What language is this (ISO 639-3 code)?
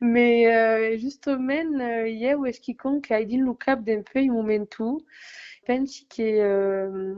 oci